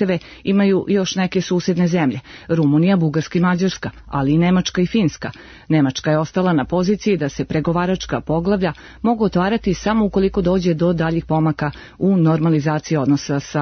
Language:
Serbian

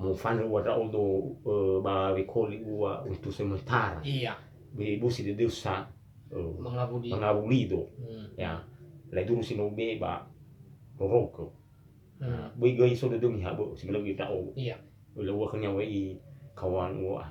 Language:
Nias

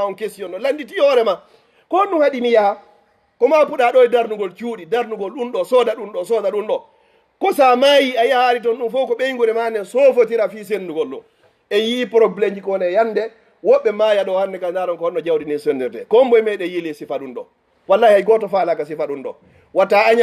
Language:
Fula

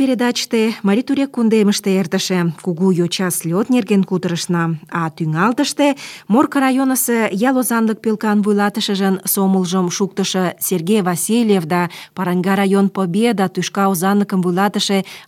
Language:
Mari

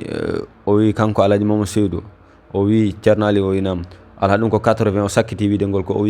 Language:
Fula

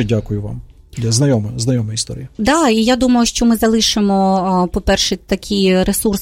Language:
Ukrainian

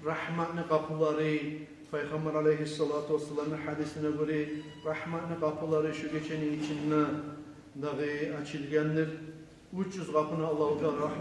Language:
Kumyk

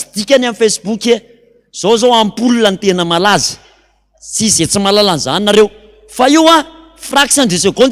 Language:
Malagasy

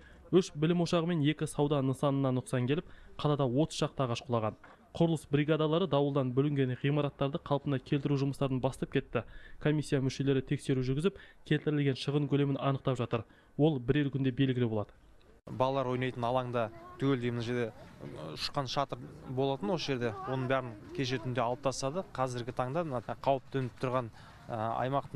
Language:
Kazakh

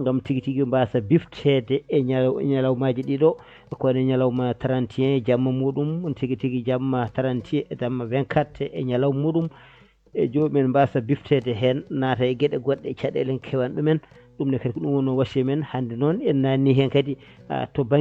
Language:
Fula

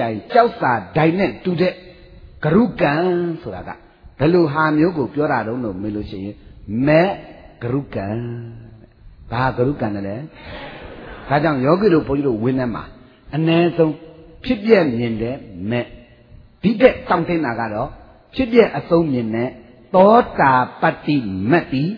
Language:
Burmese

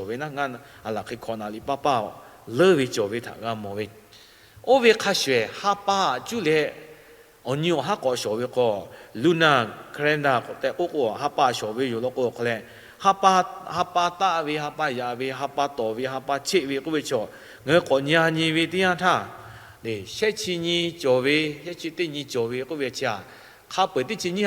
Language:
Lahu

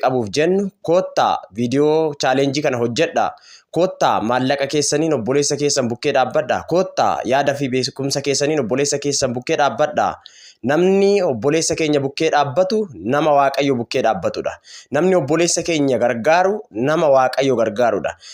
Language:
Oromo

